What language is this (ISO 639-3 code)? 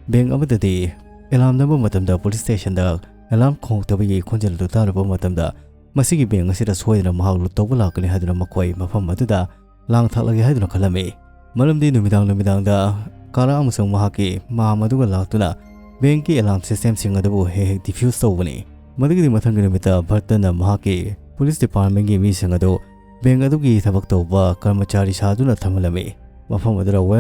mni